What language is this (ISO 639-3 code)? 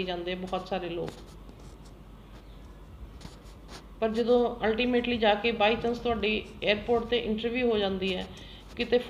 pan